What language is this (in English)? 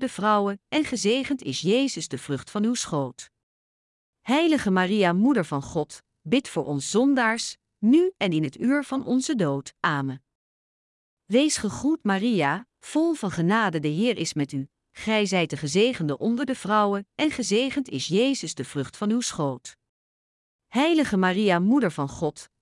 Dutch